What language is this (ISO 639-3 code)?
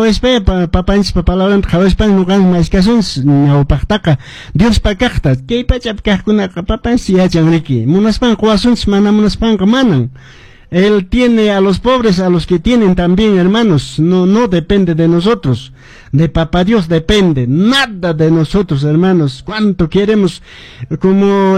que